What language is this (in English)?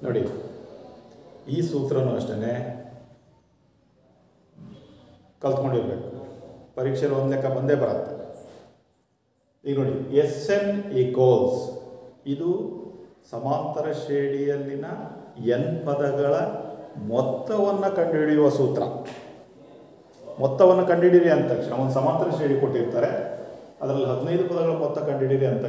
Kannada